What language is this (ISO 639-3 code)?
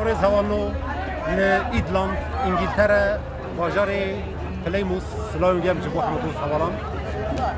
kur